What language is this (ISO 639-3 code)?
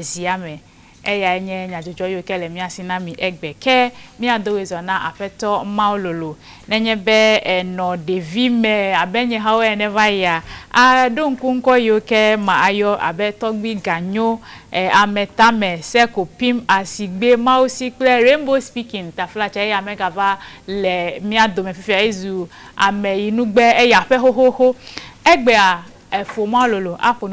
ewe